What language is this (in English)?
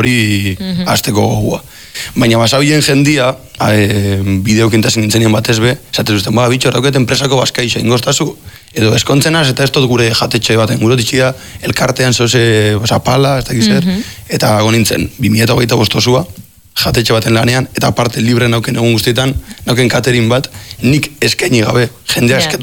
Basque